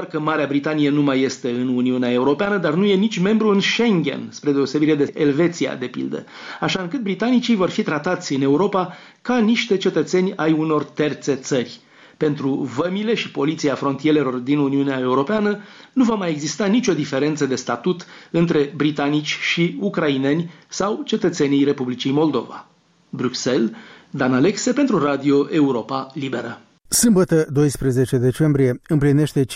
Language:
Romanian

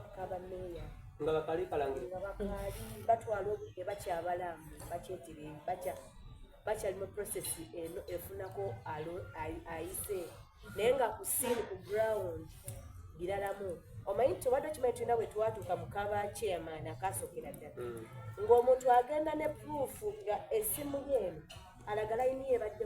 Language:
Soga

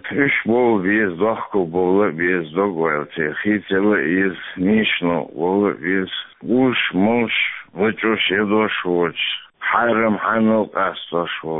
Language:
Chechen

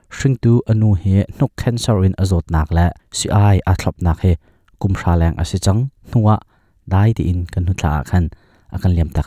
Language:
Hakha Chin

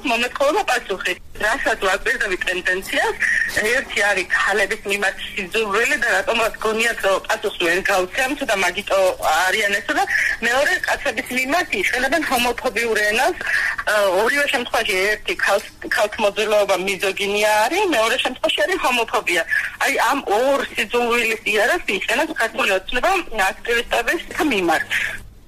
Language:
Georgian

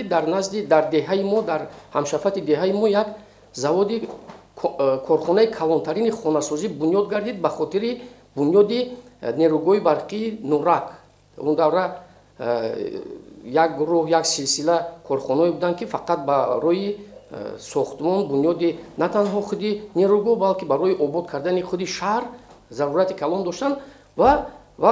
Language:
Tajik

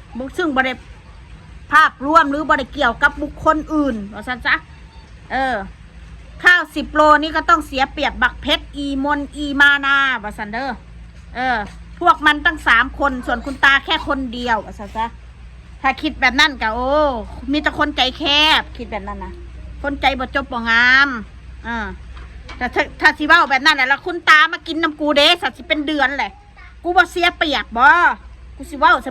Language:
Northeastern Thai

